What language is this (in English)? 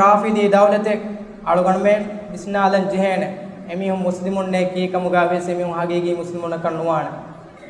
Divehi